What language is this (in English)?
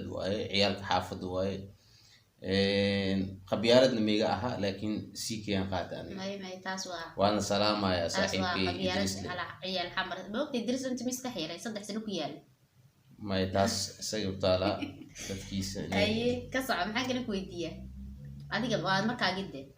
Somali